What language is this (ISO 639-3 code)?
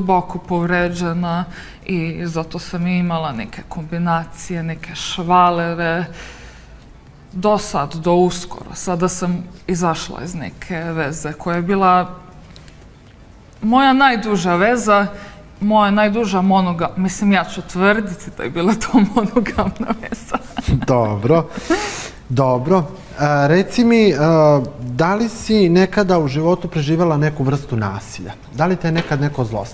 srp